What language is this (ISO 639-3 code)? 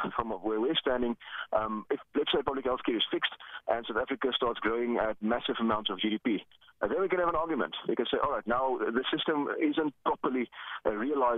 eng